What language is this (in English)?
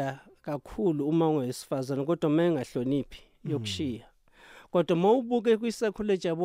South Ndebele